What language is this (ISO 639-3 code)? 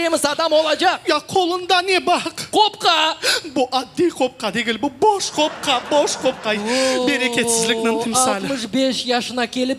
crh